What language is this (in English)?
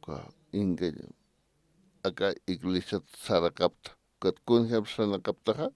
Aymara